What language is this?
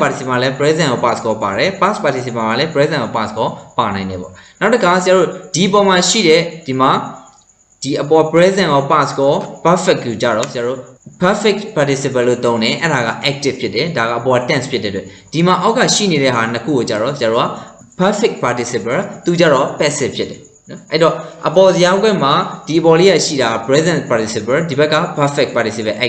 Burmese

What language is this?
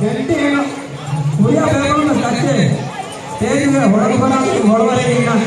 Divehi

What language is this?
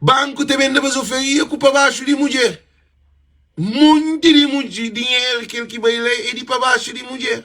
Kabuverdianu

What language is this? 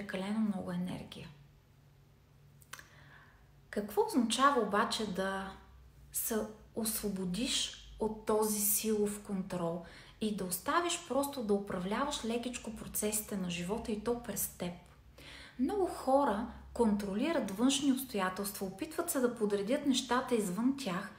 Bulgarian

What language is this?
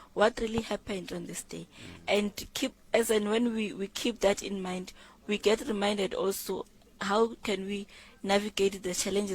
Tsonga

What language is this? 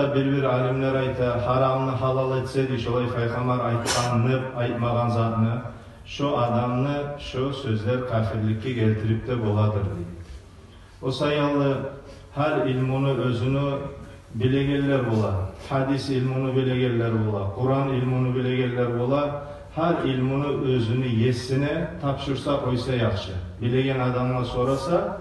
Kumyk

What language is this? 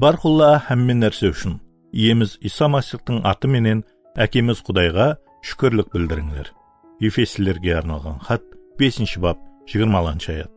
Kara-Kalpak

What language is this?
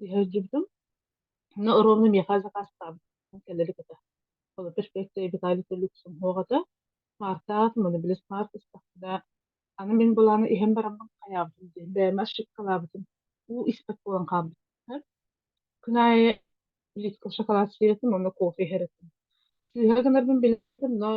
Yakut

